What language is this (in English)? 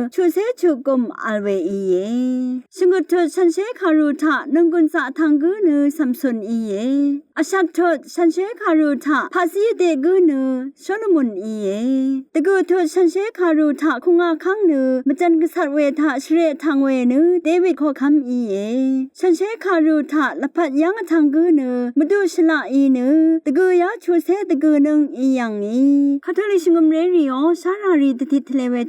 Rawang